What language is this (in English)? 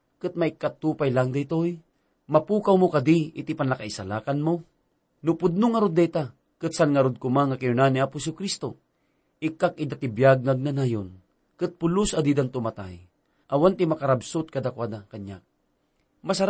Iloko